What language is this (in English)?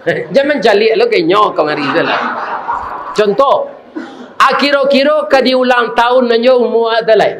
Minangkabau